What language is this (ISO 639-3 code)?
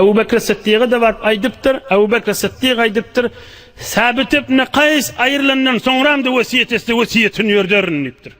tuk